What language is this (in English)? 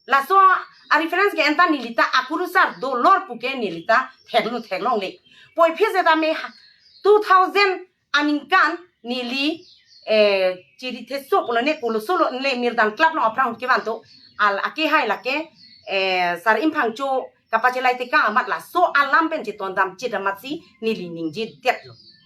Karbi